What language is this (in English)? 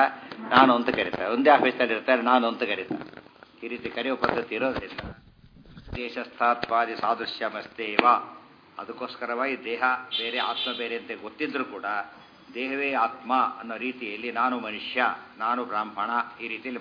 Kannada